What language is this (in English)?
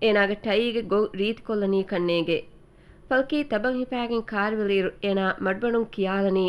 Divehi